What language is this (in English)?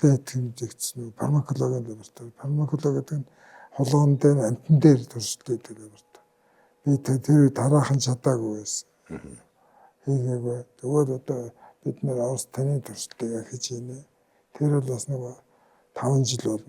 Mongolian